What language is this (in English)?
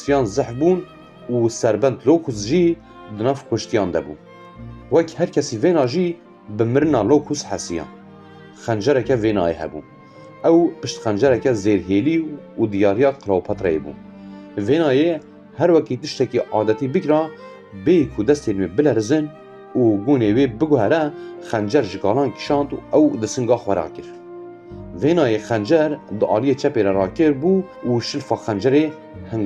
Kurdish